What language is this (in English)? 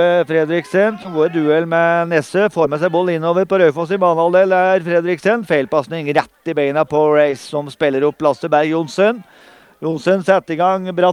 Norwegian